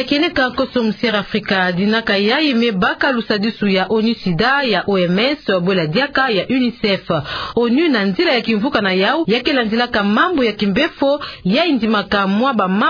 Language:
Kituba (Democratic Republic of Congo)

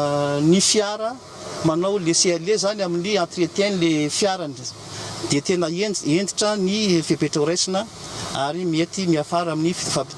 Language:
Malagasy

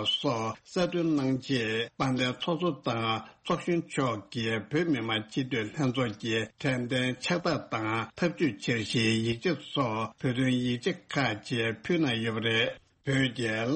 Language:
Tibetan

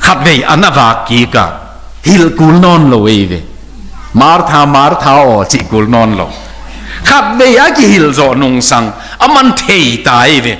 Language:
Tedim Chin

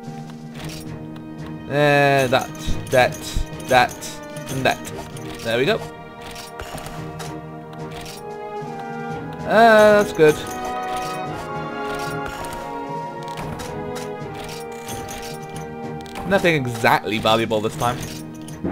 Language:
English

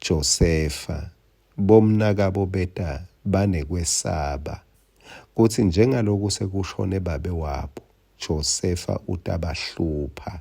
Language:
Swati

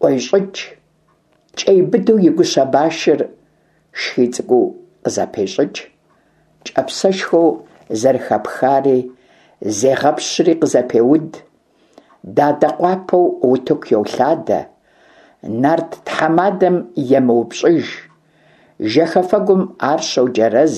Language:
Kabardian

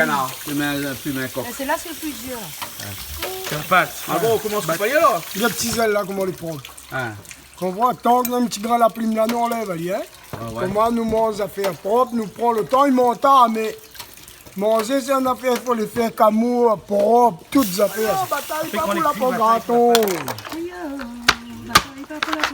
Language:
Réunion Creole French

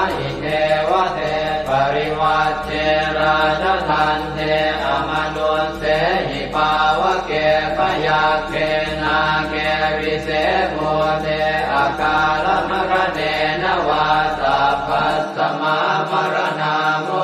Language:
Pali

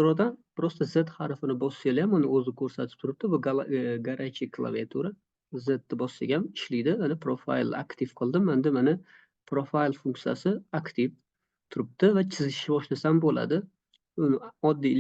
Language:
Uzbek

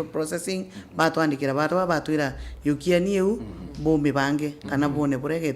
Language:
Meru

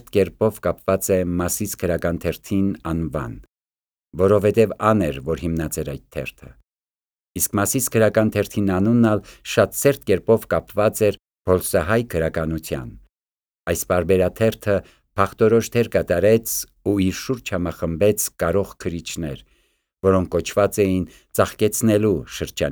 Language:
Armenian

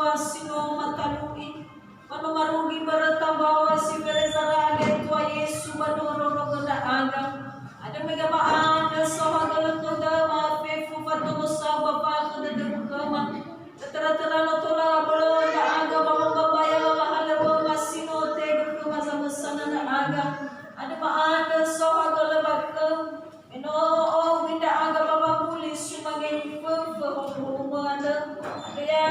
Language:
Nias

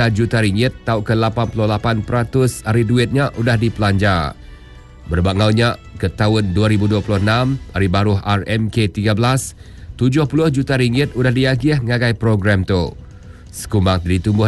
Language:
Iban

